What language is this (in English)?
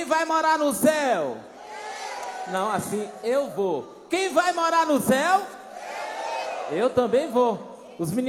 Portuguese